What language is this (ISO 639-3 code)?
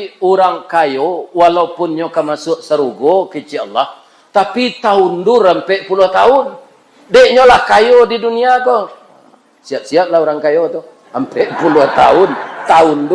min